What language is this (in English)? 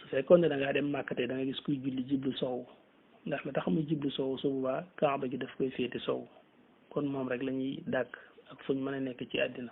Wolof